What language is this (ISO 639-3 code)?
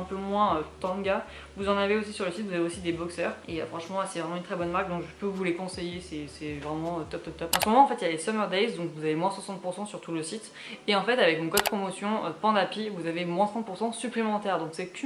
fra